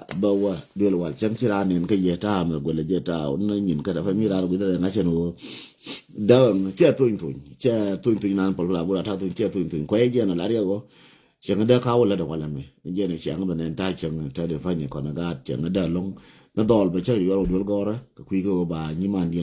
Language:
Nuer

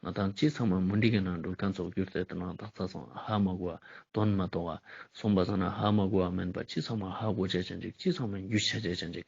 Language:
Ladakhi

